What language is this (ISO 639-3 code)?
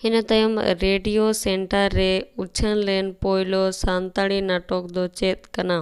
sat